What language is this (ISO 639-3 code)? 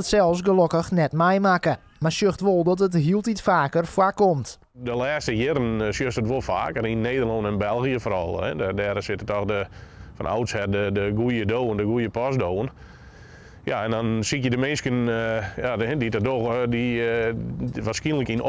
fry